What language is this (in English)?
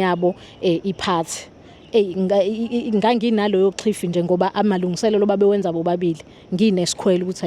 Zulu